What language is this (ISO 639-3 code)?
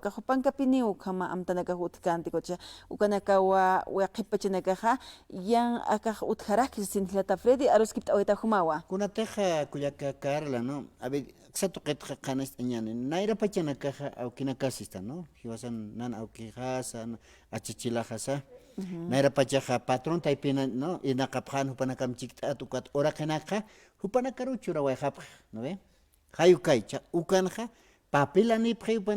aym